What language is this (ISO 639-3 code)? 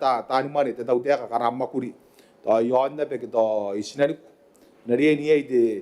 gil